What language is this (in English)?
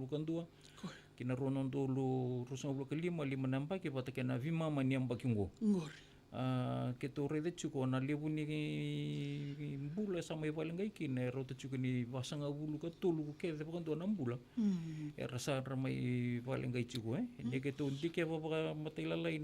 Fijian